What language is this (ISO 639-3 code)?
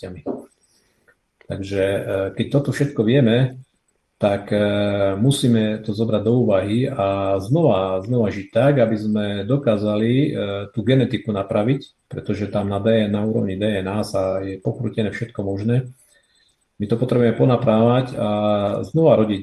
slk